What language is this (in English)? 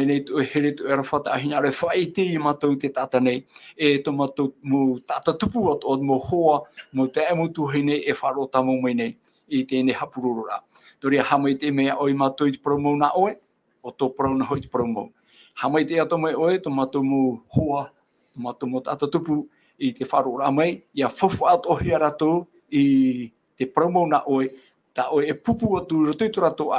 Tahitian